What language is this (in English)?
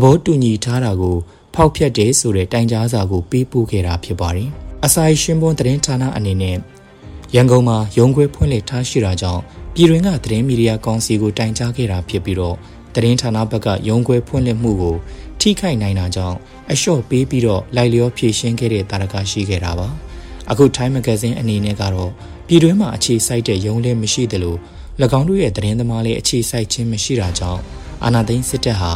Burmese